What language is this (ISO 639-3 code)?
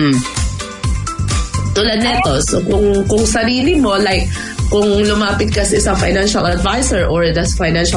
fil